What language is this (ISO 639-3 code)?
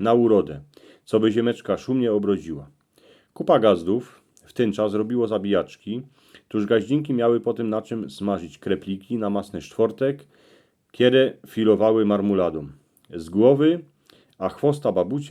szl